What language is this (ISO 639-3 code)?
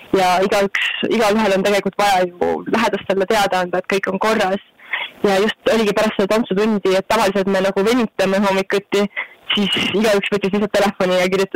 est